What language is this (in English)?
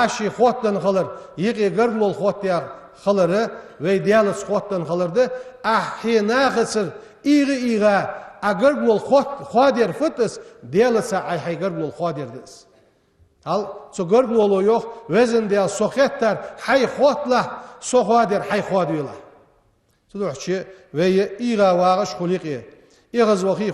Ingush